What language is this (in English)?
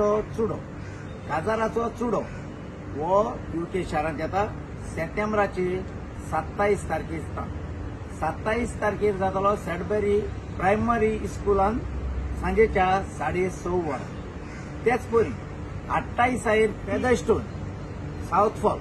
Konkani